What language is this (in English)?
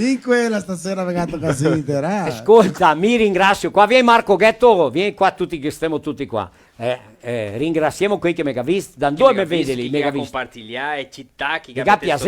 Venetian